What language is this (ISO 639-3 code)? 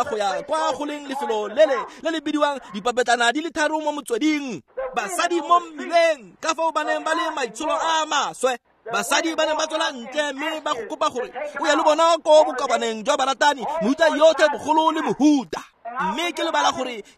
tsn